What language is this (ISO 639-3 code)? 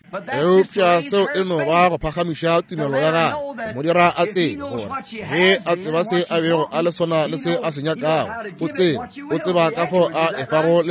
nso